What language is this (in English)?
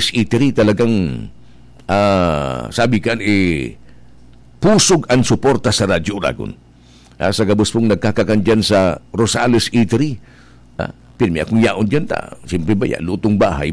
Bikol